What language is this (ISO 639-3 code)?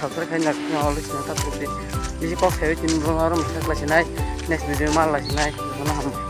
trp